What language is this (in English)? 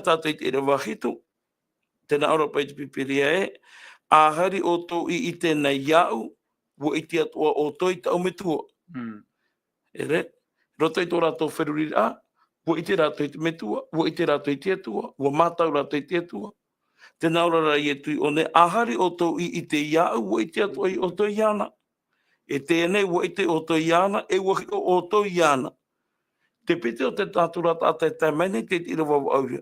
Tahitian